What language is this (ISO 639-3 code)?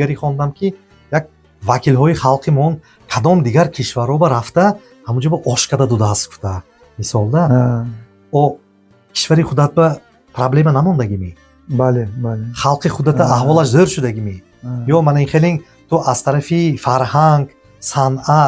tgk